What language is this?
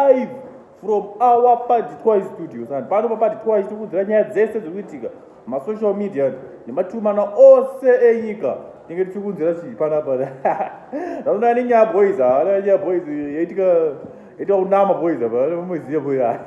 Shona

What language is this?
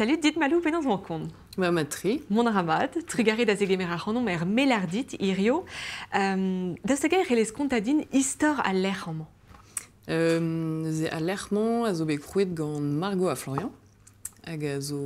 Breton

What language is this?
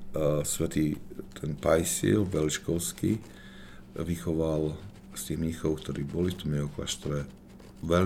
Slovak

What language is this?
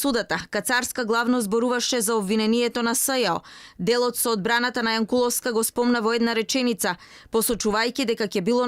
Macedonian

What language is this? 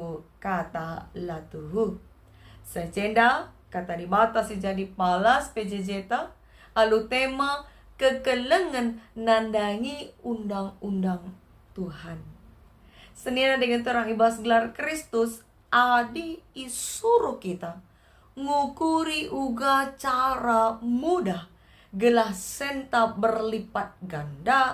Batak Karo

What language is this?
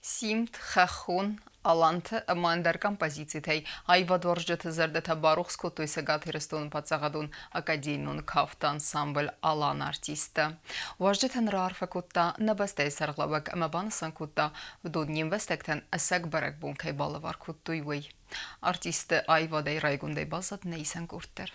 Ossetic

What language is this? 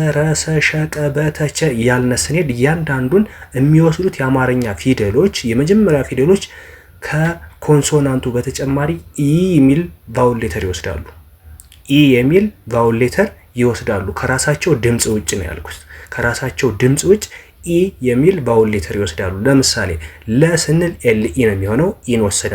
Amharic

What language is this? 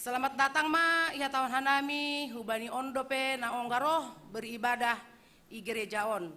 Batak Simalungun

